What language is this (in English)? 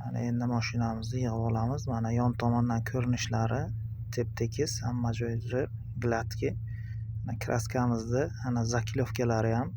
Uzbek